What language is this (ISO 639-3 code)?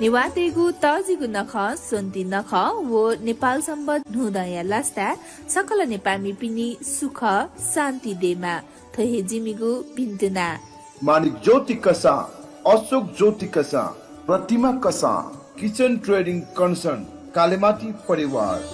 new